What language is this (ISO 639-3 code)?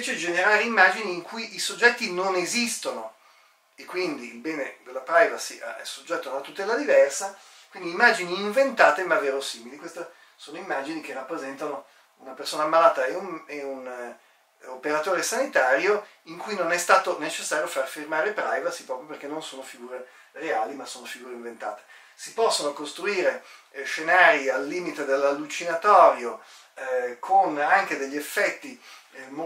ita